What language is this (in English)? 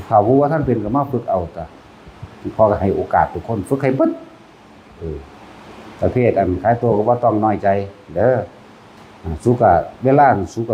Northeastern Thai